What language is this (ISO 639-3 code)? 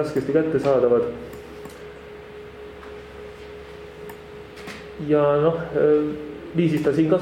est